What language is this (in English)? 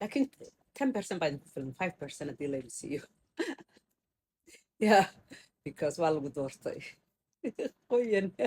Somali